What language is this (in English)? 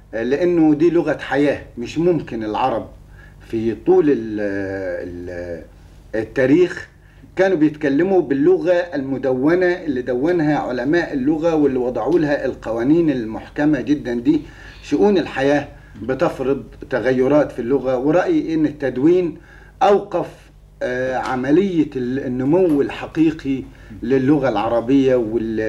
Egyptian Arabic